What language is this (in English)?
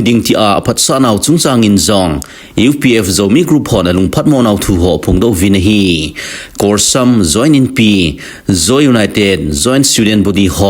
Thado Chin